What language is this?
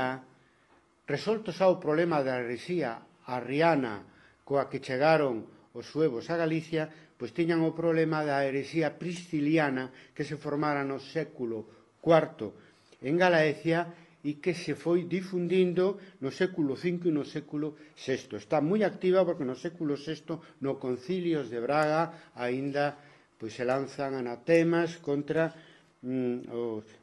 Galician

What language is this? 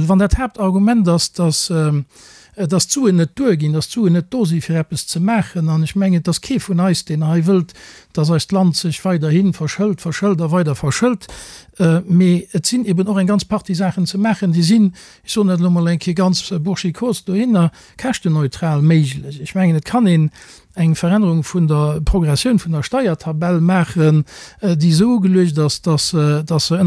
Luxembourgish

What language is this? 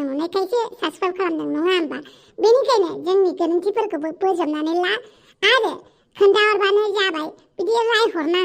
Bodo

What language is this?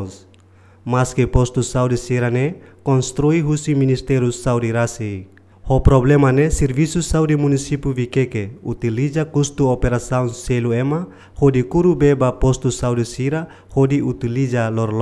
Tetum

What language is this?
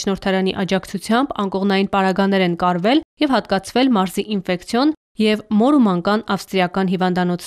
Armenian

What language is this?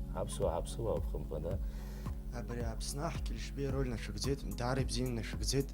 Abkhazian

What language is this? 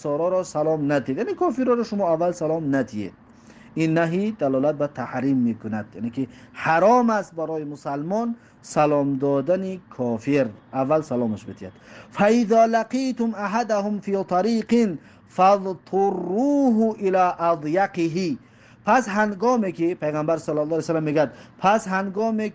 Tajik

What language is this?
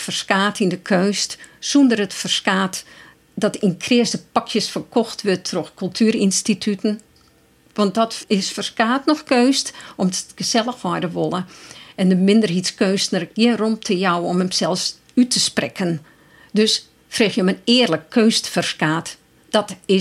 Western Frisian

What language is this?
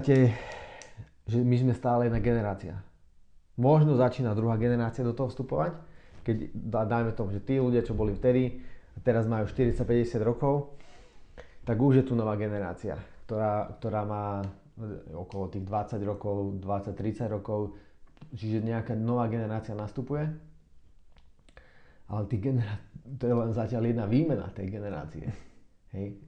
Slovak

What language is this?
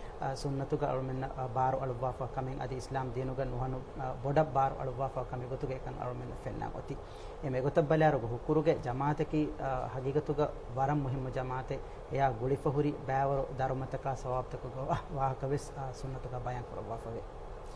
Divehi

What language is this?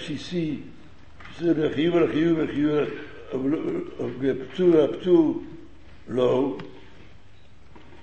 Hebrew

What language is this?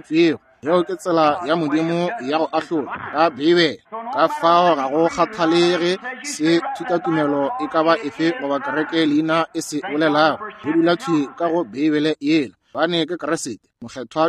Northern Sotho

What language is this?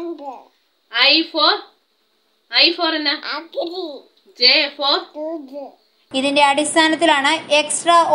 Malayalam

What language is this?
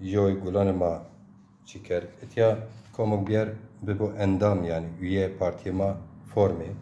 Zaza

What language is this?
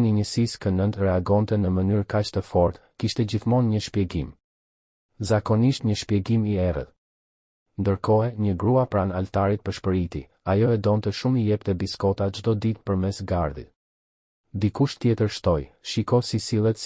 Albanian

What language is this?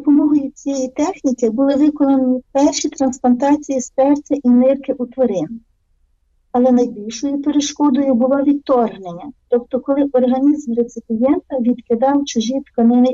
Ukrainian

